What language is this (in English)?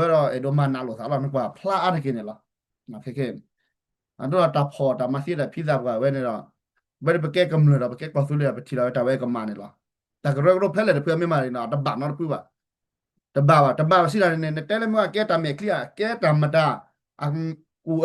S'gaw Karen